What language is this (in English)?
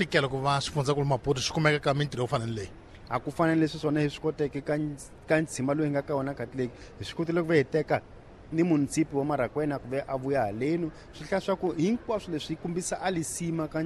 Tsonga